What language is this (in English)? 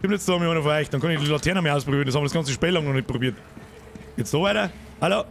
Bavarian